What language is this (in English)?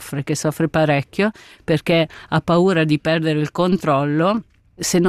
Italian